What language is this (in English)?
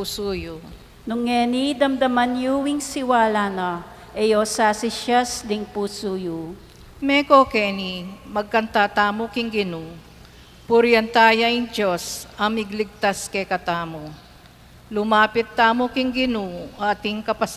Pampanga